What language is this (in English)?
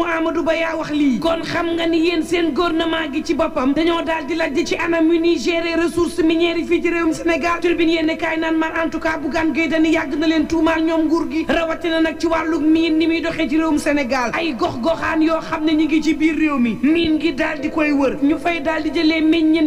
Wolof